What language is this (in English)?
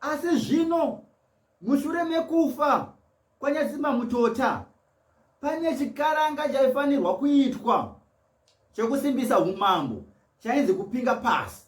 Shona